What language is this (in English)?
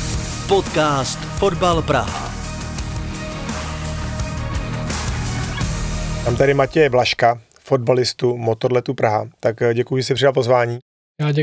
Czech